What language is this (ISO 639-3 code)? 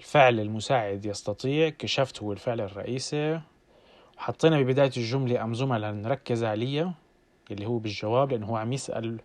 apc